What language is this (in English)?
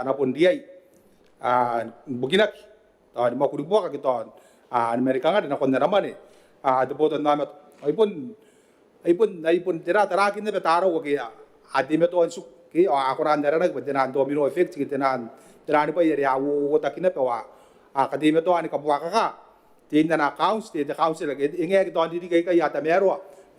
Gilbertese